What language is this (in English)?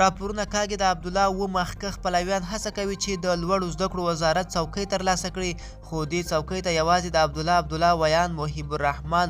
Pashto